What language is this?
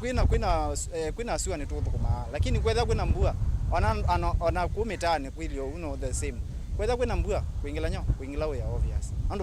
Kamba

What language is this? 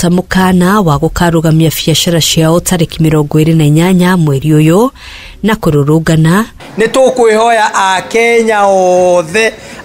Kikuyu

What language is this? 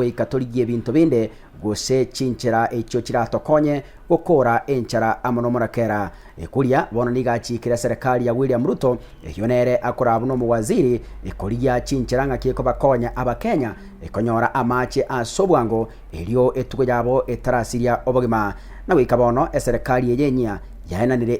Gusii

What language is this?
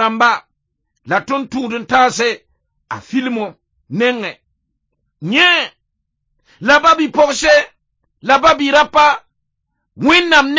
Mossi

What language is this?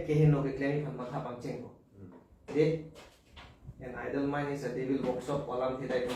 Karbi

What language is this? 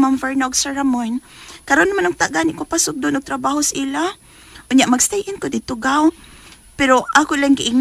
Cebuano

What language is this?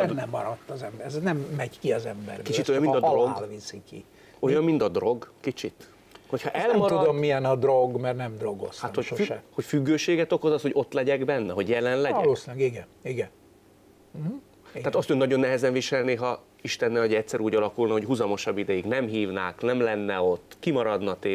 Hungarian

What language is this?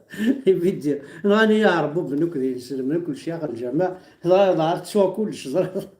Kabyle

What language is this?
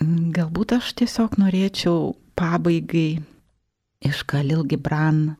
Lithuanian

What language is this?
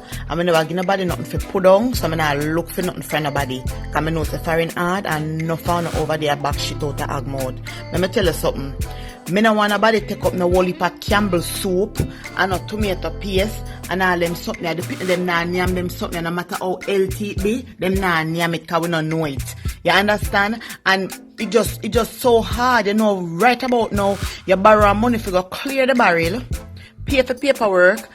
Jamaican Creole English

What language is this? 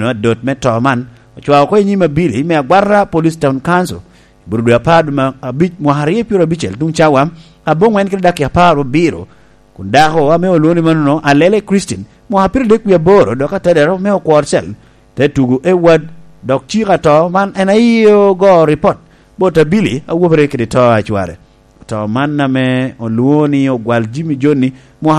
Lango (Uganda)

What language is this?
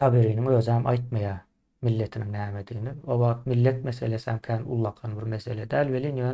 Turkmen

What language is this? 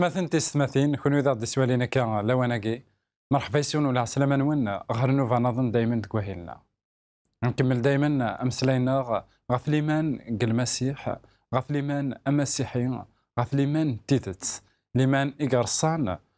Kabyle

